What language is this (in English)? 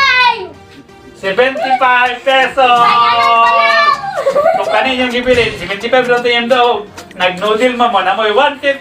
Cebuano